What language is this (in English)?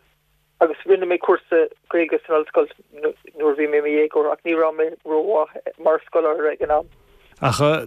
Irish